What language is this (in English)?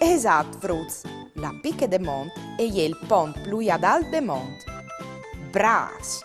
Friulian